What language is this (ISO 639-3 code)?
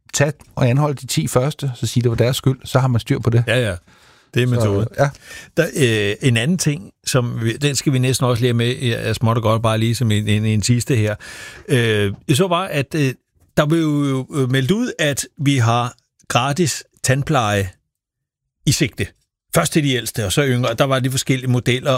dan